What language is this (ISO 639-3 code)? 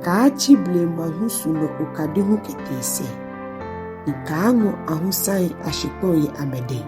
gaa